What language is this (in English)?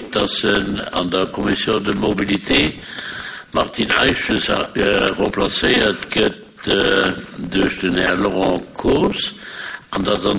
Luxembourgish